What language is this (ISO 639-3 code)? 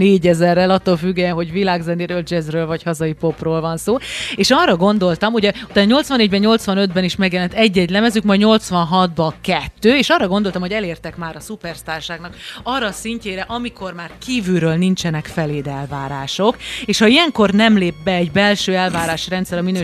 hun